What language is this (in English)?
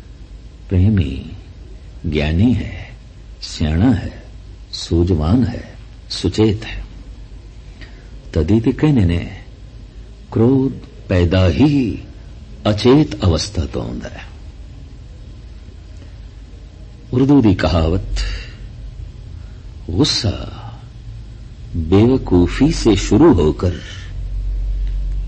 Punjabi